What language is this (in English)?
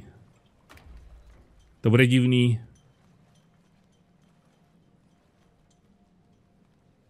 Czech